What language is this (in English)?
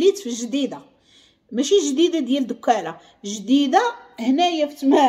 Moroccan Arabic